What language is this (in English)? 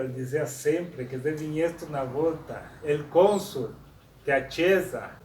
Venetian